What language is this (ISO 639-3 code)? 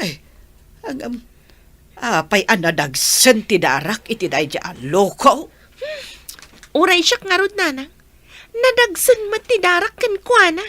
ilo